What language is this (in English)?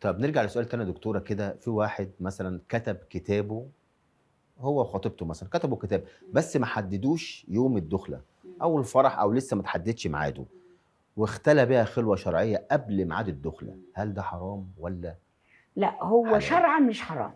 Egyptian Arabic